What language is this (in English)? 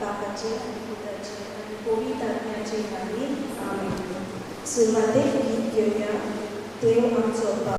Konkani